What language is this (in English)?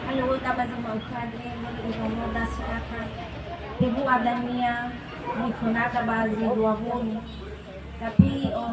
Nias